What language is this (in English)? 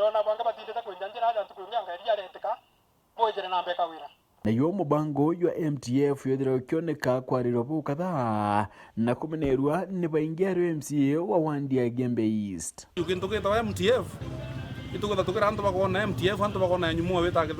Meru